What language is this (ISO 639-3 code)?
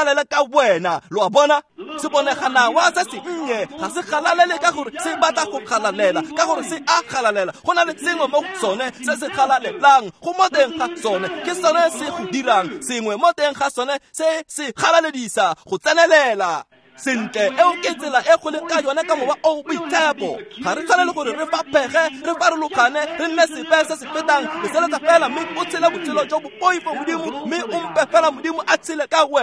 tsn